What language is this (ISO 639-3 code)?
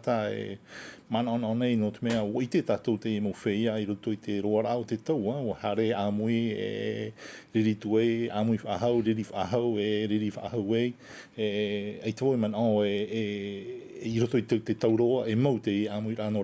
tah